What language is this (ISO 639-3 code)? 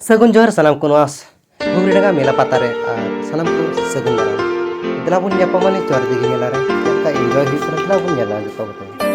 sat